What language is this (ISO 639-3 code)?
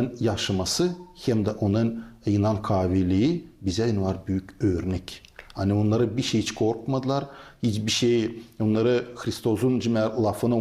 gag